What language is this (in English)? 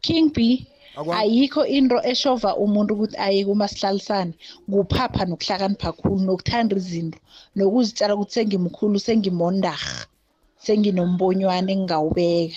South Ndebele